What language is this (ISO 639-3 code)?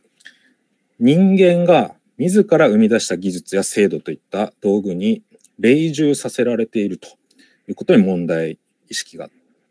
jpn